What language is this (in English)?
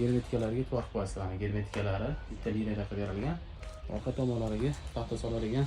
Uzbek